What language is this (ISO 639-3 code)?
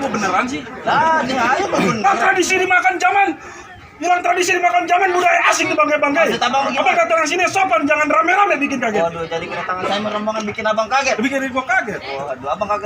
bew